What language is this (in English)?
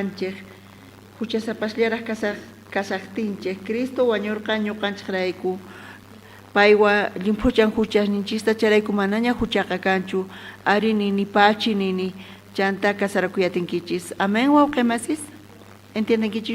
South Bolivian Quechua